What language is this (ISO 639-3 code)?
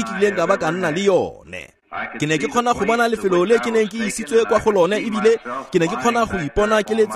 tsn